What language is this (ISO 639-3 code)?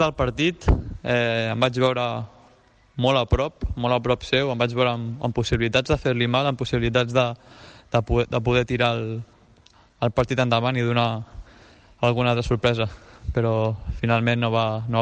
cat